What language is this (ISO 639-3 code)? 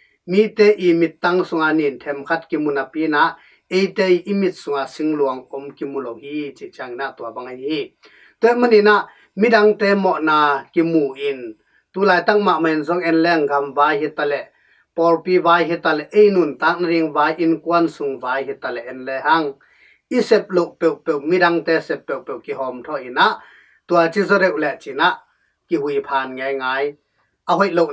ctd